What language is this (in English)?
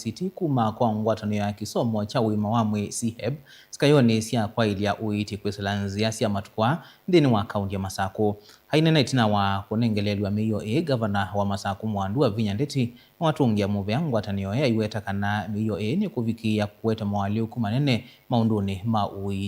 Kamba